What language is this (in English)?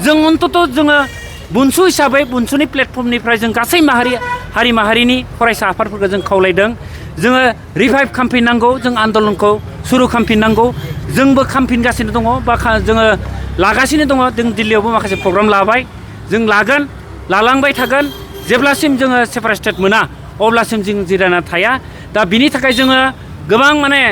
Bodo